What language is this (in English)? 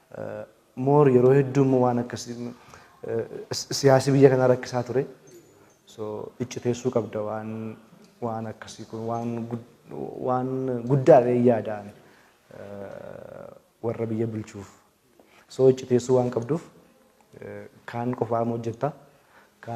Oromo